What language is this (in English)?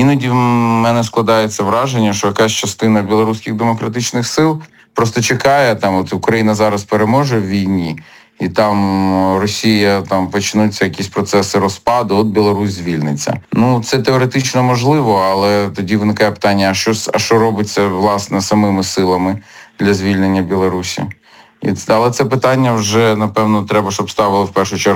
Ukrainian